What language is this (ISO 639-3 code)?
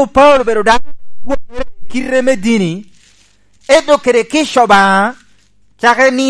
laj